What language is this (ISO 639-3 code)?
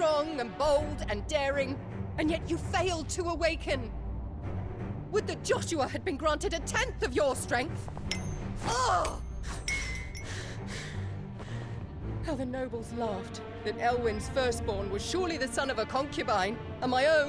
eng